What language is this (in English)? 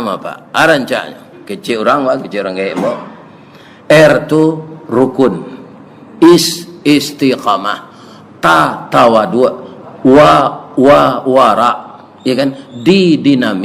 Minangkabau